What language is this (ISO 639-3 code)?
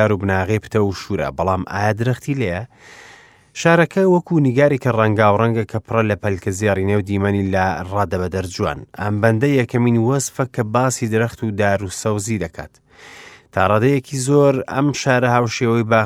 ckb